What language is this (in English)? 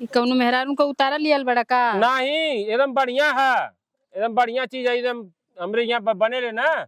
Bhojpuri